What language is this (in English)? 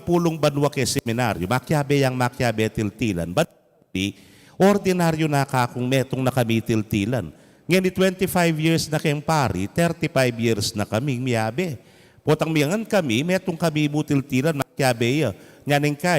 Pampanga